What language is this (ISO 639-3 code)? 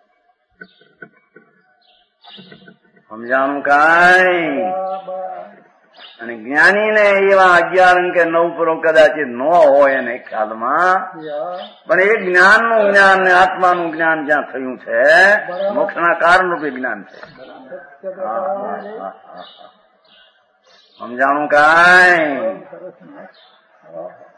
guj